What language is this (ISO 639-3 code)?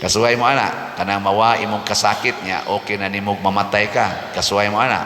ceb